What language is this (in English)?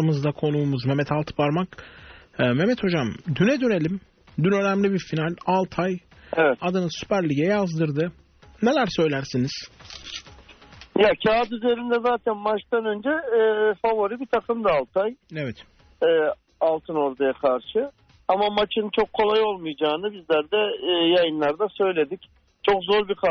Turkish